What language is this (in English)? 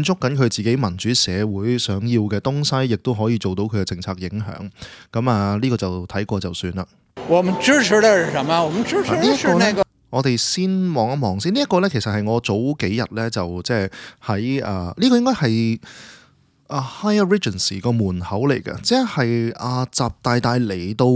Cantonese